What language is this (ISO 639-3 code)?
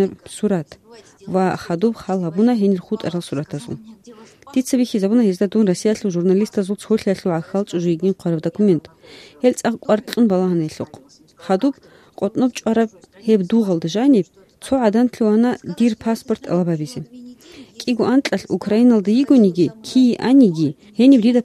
ava